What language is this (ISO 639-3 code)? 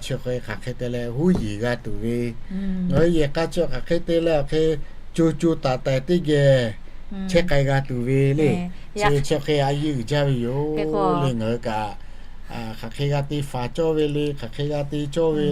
lhu